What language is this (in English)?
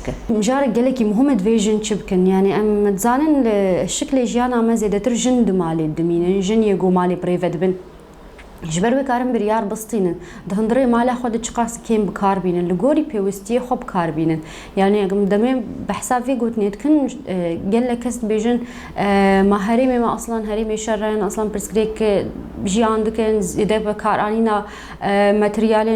Kurdish